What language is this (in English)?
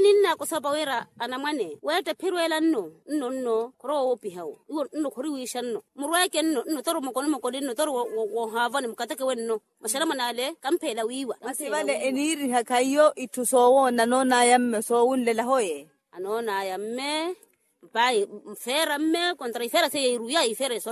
Makhuwa